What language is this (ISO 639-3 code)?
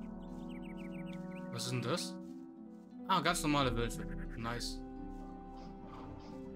deu